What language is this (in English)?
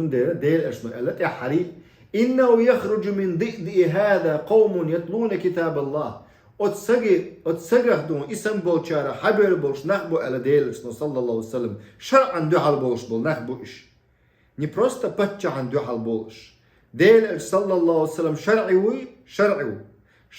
Chechen